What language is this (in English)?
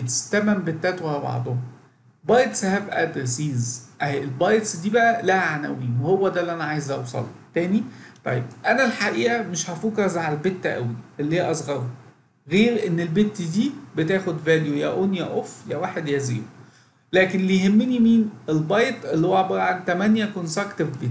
Egyptian Arabic